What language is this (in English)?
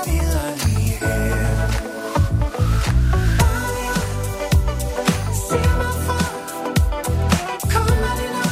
Danish